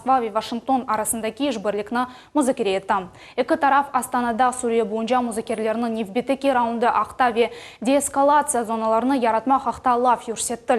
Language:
Crimean Tatar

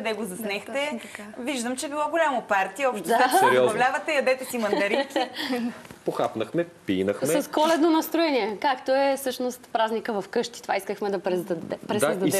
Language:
Bulgarian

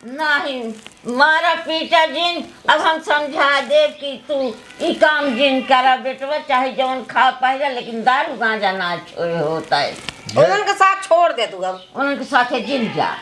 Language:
Awadhi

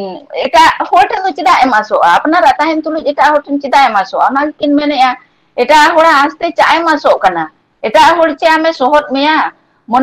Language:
Santali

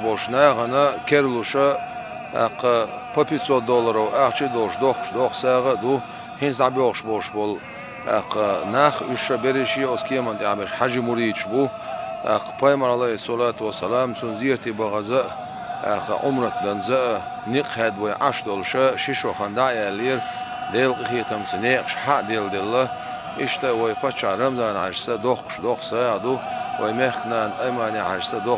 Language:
Chechen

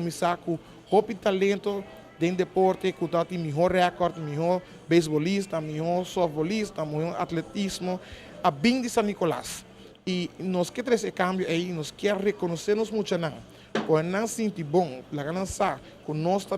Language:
Papiamento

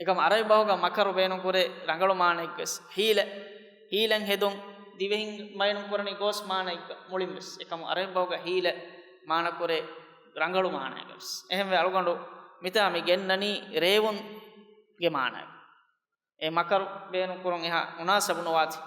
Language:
Divehi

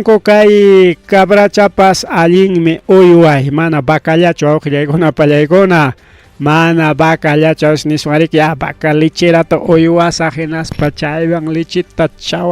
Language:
Ayacucho Quechua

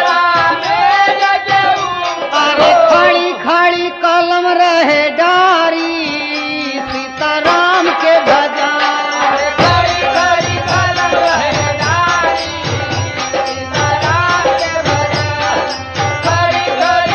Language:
Bhojpuri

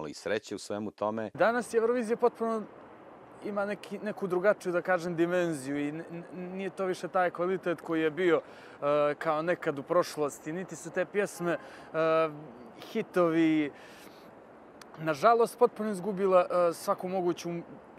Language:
Croatian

